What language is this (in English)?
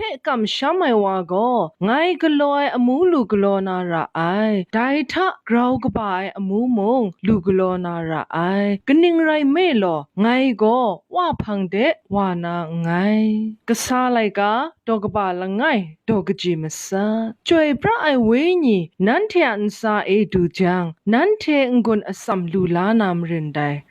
Kachin